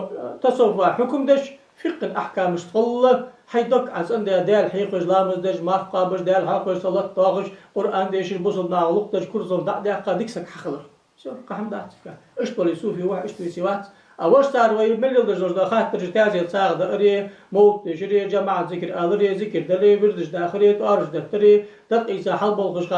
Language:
Ingush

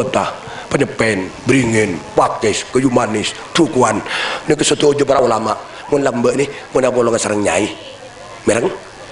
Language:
Madurese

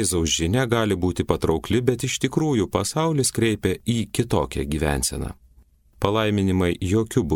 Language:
Lithuanian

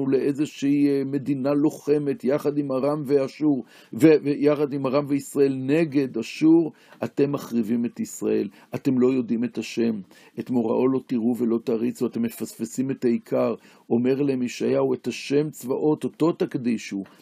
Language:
Hebrew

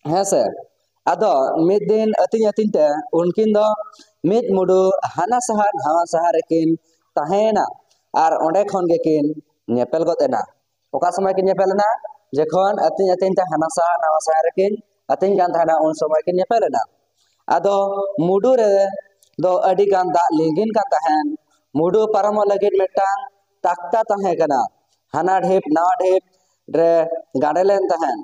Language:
Santali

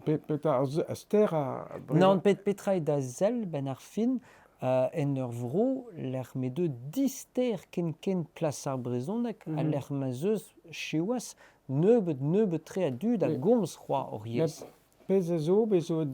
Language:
Breton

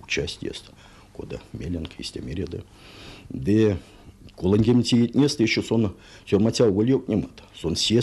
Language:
Erzya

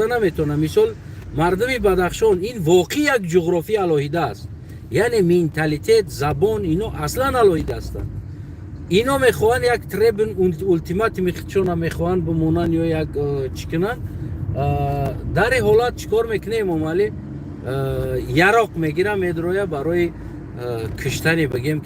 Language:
Tajik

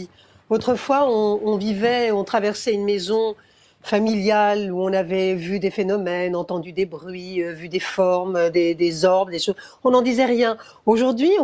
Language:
French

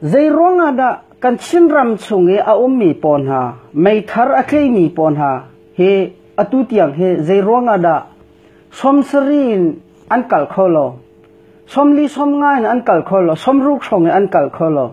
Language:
Hakha Chin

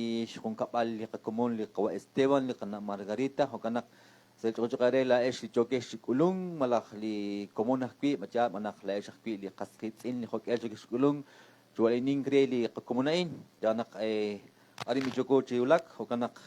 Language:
Kekchí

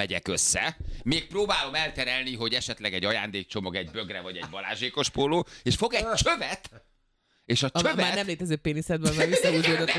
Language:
Hungarian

